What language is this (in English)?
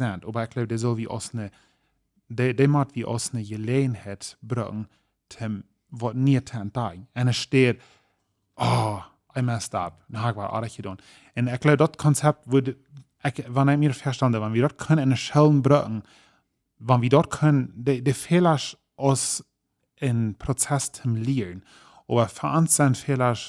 Plautdietsch